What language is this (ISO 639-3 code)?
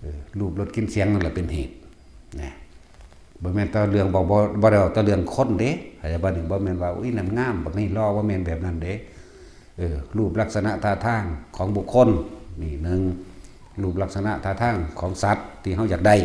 tts